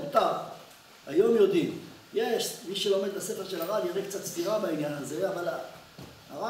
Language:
Hebrew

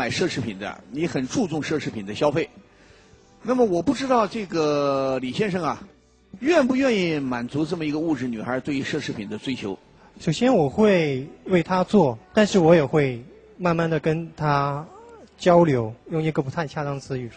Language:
Chinese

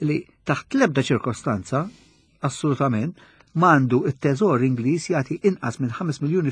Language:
Maltese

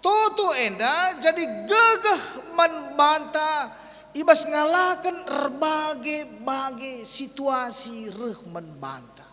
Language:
Batak Karo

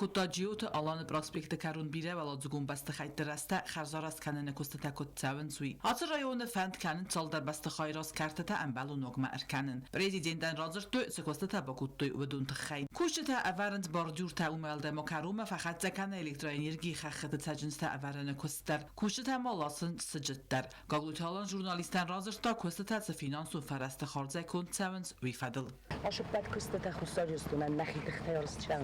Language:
Ossetic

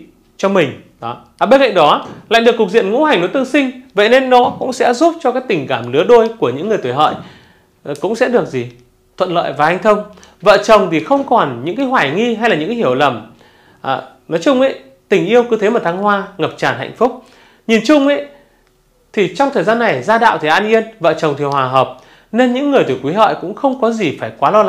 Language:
Vietnamese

